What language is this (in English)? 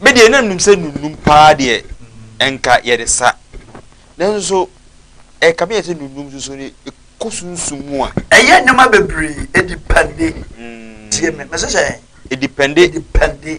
Akan